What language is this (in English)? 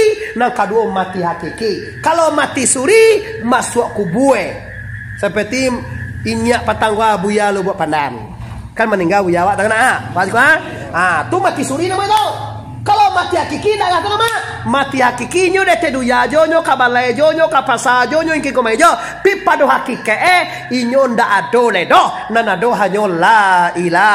Minangkabau